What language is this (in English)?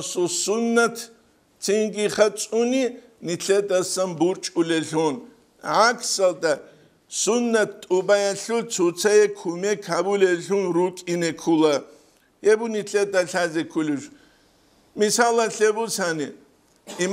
Avaric